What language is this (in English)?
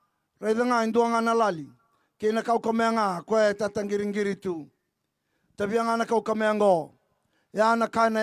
Fijian